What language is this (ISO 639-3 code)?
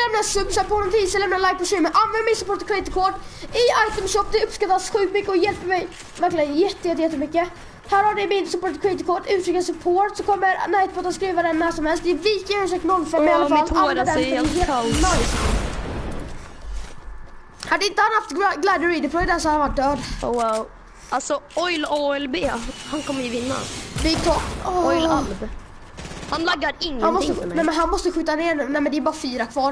swe